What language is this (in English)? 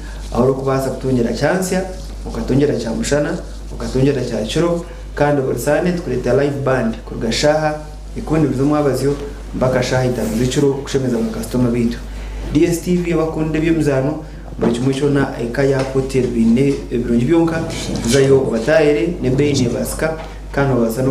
Nyankole